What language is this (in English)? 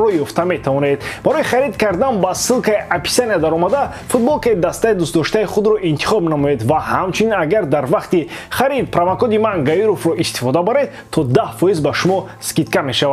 Tajik